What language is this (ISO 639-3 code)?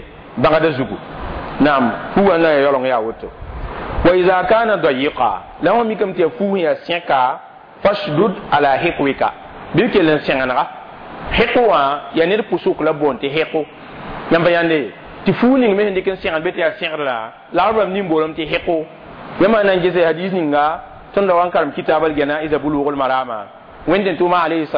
mos